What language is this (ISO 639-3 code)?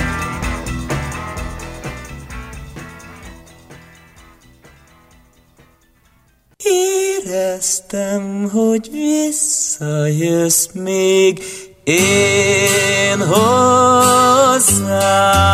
hun